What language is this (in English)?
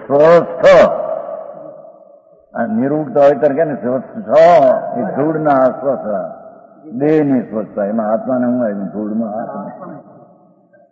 Gujarati